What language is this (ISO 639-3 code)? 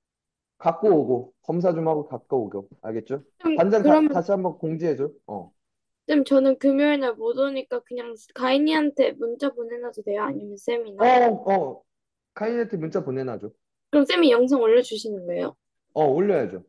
kor